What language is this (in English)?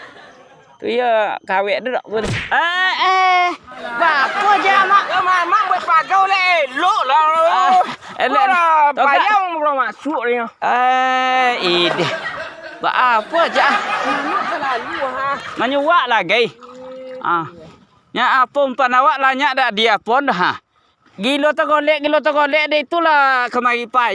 Minangkabau